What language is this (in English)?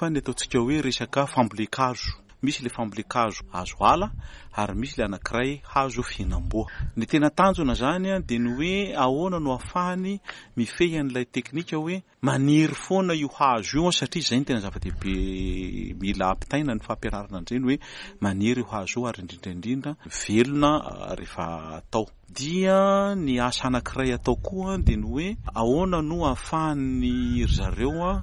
Malagasy